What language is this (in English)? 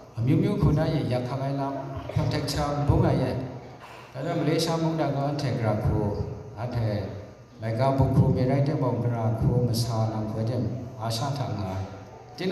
Kachin